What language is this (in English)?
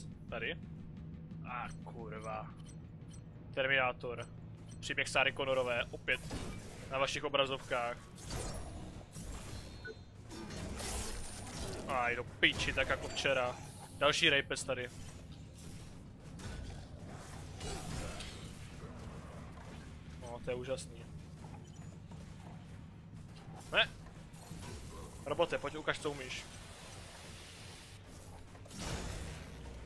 Czech